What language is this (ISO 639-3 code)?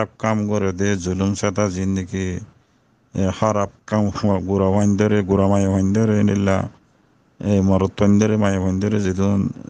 rhg